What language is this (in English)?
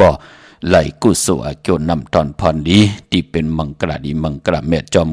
Shan